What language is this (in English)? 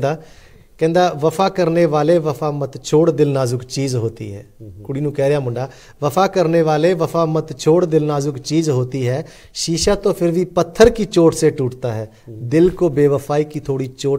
Punjabi